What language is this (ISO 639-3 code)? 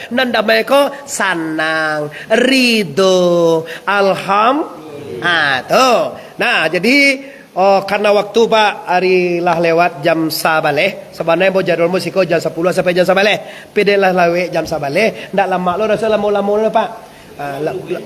min